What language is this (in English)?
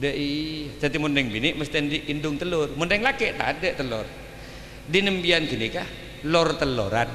Madurese